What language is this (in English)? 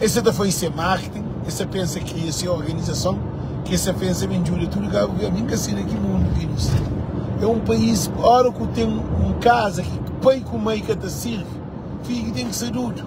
Kabuverdianu